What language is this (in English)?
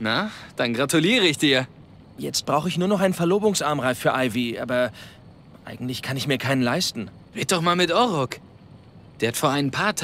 Bavarian